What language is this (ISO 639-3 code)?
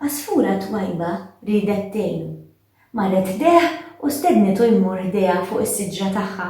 mlt